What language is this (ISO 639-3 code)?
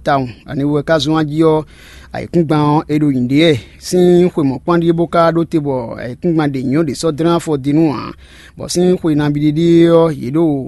fon